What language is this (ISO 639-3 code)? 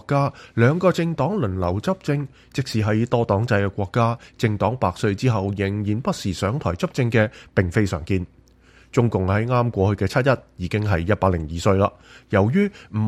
yue